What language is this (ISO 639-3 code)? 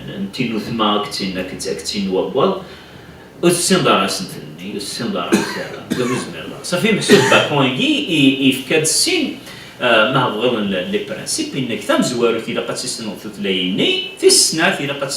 kab